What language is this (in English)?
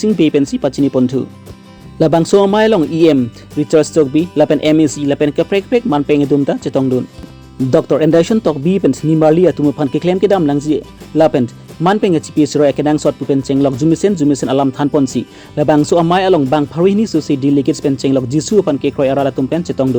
Karbi